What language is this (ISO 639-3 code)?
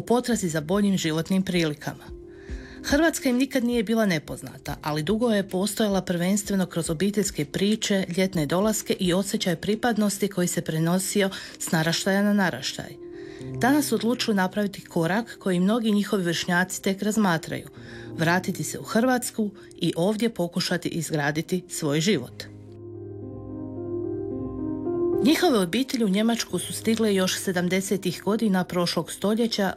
hrv